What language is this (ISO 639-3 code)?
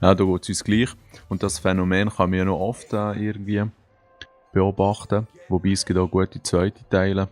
gsw